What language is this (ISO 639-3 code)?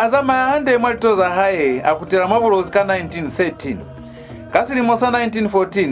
loz